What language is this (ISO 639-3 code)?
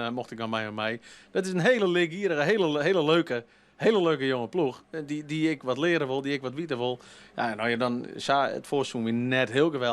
fry